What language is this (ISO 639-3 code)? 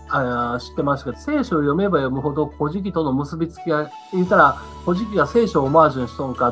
jpn